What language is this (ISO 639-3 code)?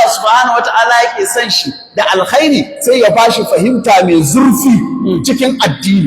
hau